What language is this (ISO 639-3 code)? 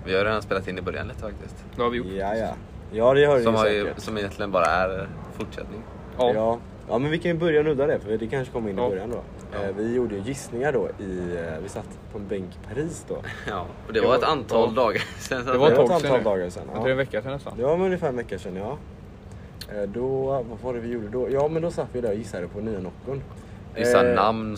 swe